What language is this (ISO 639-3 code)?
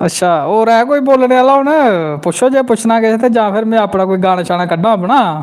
doi